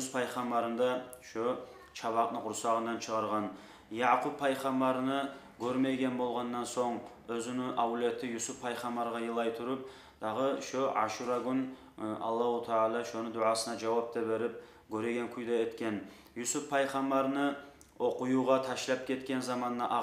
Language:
Kumyk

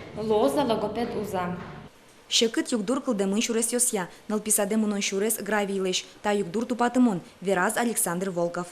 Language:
Udmurt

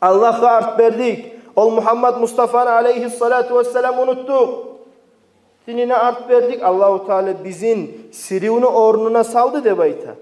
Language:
Kumyk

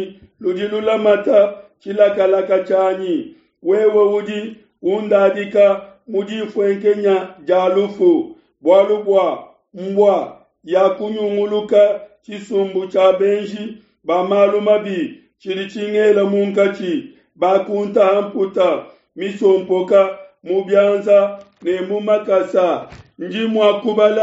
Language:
Luba-Lulua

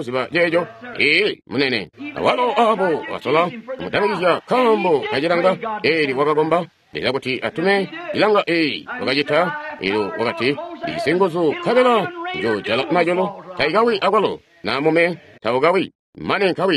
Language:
Tonga (Zambia)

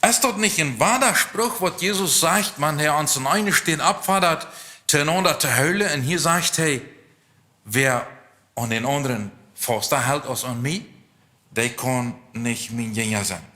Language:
Plautdietsch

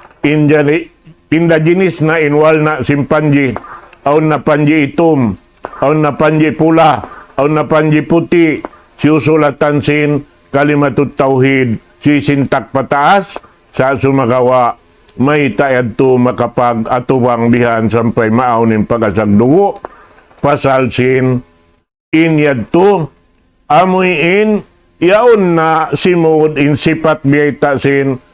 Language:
Tausug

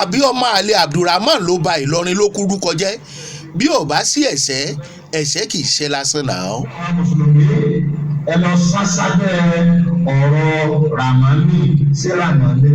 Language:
Yoruba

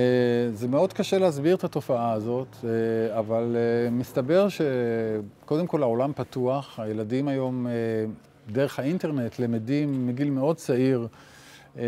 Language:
Hebrew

